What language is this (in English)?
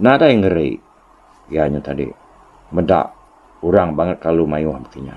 Iban